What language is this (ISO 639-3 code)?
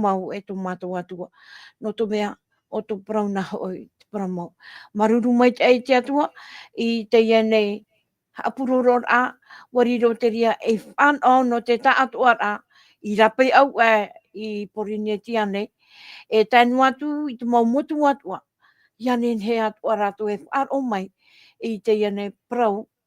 tah